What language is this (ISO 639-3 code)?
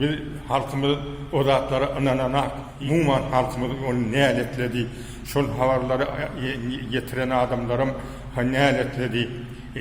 tuk